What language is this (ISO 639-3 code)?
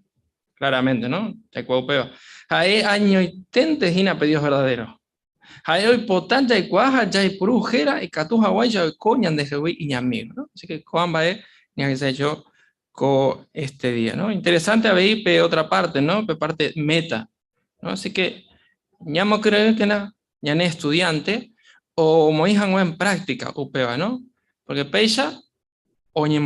grn